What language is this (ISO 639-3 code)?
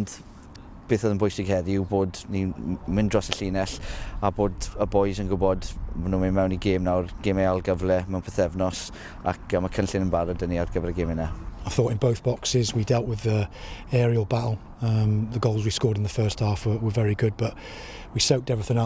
cym